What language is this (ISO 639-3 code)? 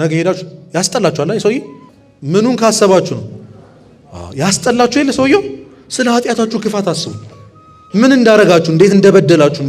amh